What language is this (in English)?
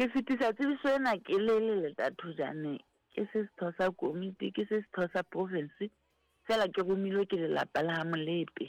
Southern Sotho